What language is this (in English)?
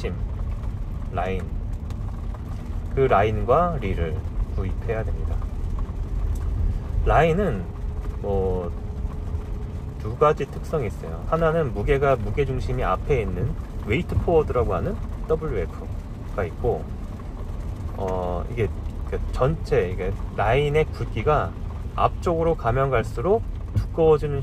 Korean